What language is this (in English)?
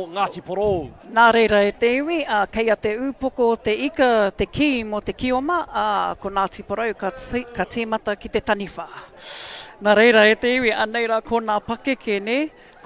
Māori